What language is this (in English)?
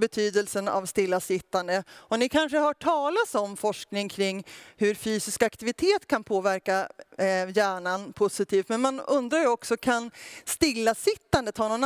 Swedish